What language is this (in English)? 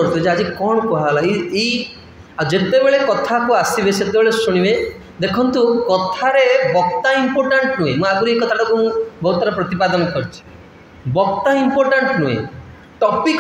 Odia